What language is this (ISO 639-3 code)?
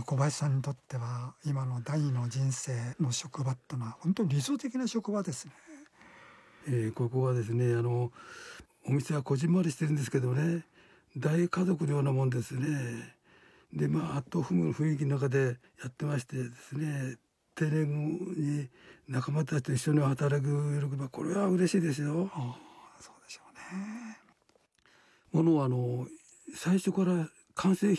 jpn